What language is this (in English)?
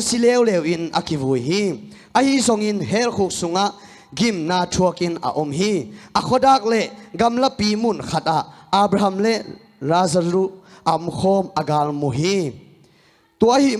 Tedim Chin